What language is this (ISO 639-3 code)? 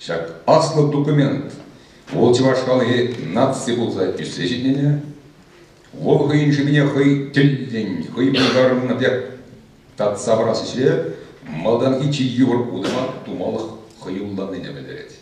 chv